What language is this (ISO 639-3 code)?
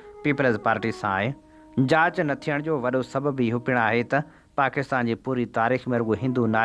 snd